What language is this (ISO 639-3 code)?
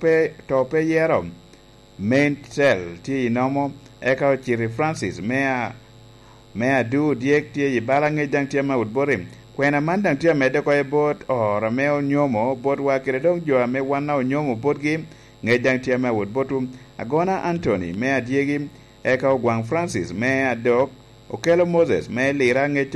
laj